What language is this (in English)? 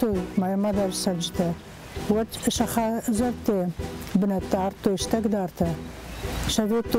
Ossetic